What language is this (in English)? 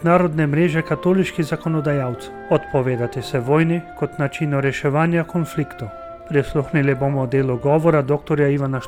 Slovenian